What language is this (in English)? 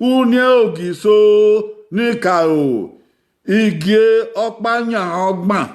Bini